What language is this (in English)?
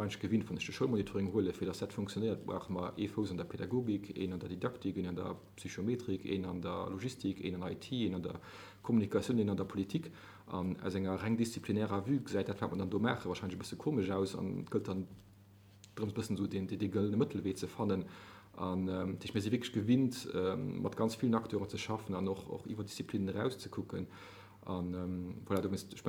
Luxembourgish